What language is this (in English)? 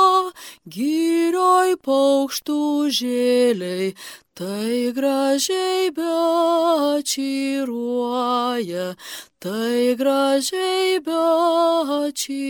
Lithuanian